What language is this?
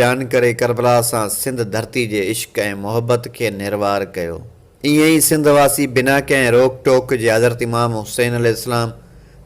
Sindhi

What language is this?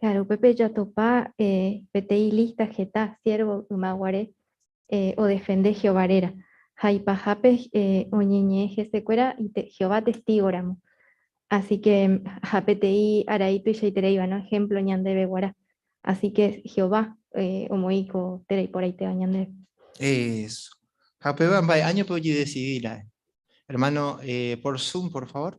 Guarani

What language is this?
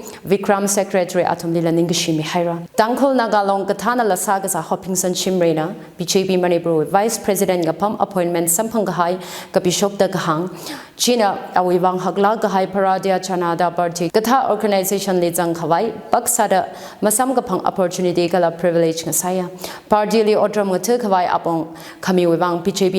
Tangkhul Naga (India)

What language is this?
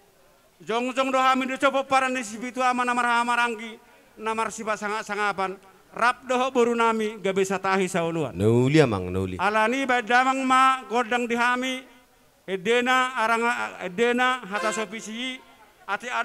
Batak Toba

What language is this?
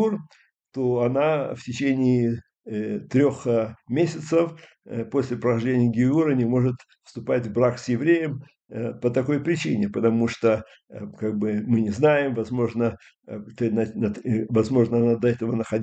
Russian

